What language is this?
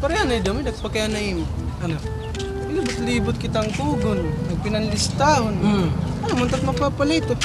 Waray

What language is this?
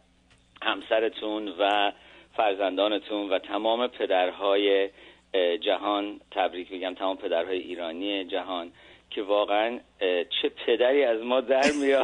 Persian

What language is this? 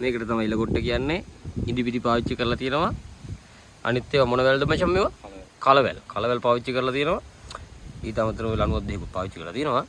Sinhala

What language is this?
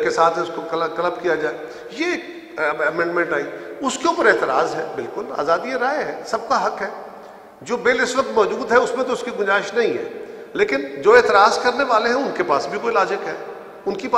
Urdu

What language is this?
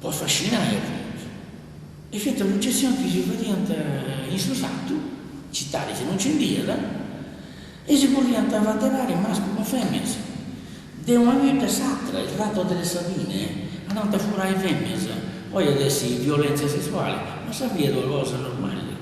Sardinian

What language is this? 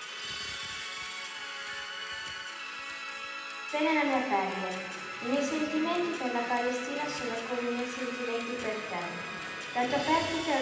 Italian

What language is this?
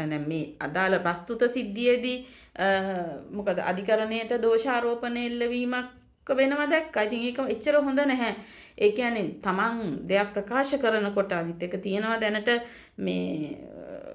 Sinhala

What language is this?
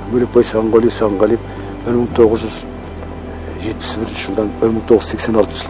Kazakh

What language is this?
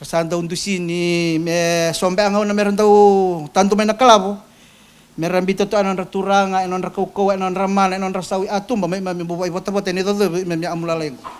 Fijian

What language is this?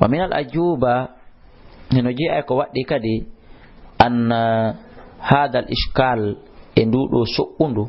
Fula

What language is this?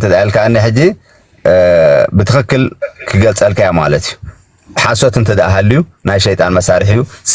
Tigrinya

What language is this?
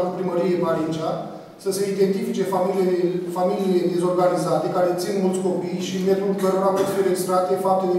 Romanian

